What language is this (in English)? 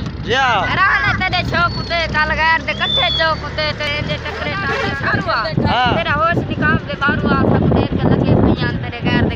Saraiki